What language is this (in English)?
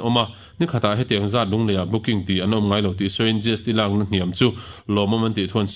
Mizo